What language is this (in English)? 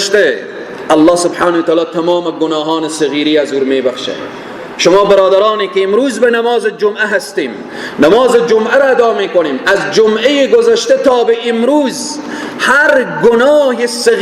Persian